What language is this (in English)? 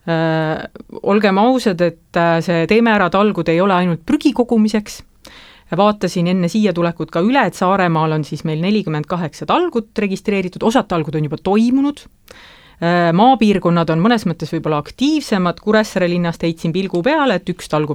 Estonian